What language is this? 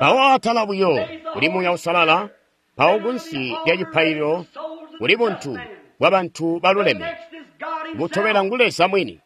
Tonga (Zambia)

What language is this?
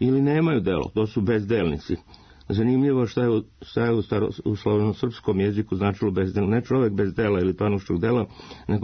Serbian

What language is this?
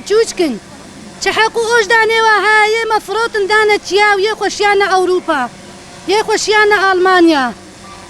Kurdish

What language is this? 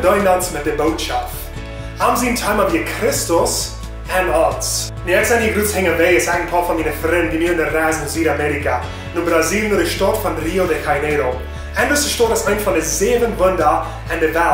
Plautdietsch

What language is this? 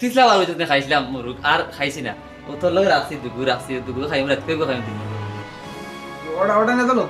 Sylheti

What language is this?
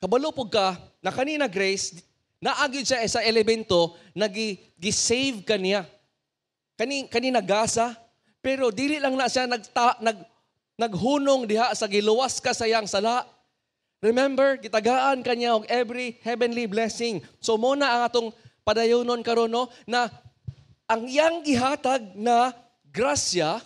Cebuano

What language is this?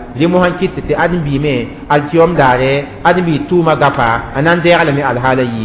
Mossi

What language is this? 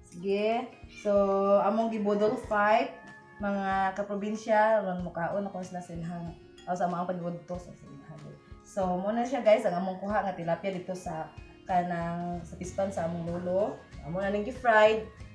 Cebuano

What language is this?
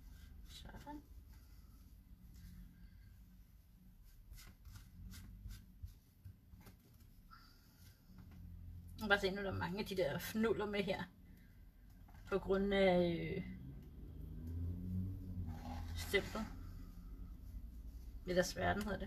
Danish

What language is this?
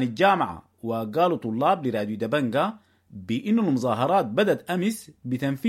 Sudanese Arabic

